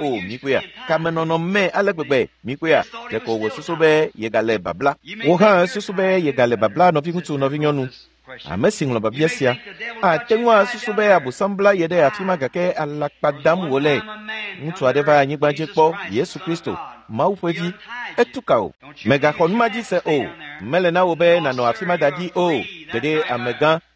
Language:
Ewe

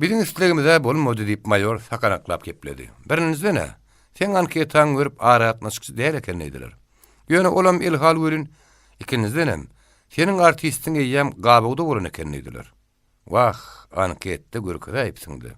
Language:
Turkmen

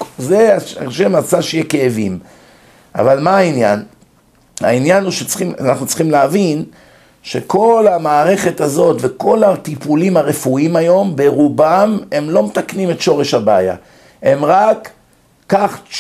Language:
Hebrew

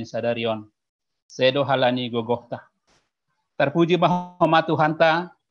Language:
Batak Simalungun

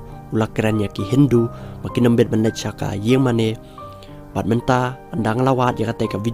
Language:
Khasi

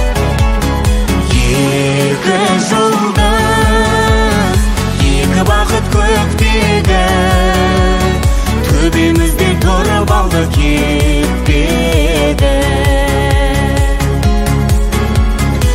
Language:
Kazakh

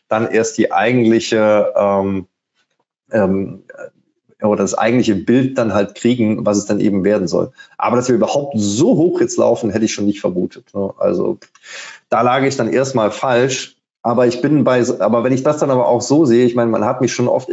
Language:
German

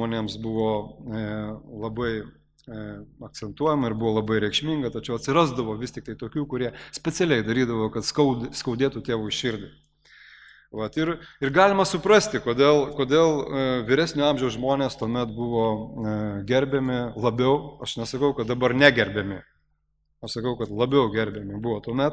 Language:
Lithuanian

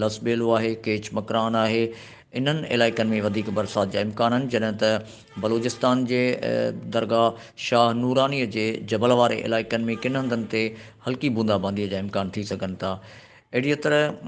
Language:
Sindhi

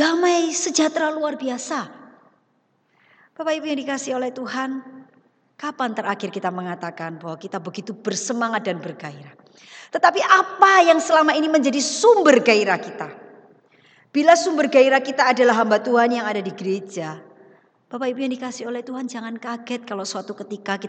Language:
Indonesian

